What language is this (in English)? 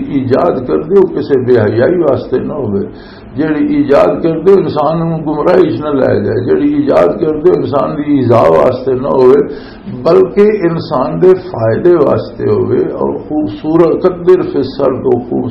Western Panjabi